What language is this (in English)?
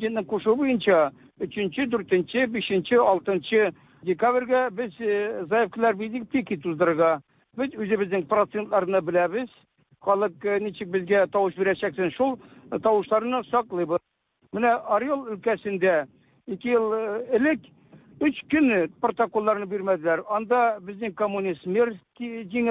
Tatar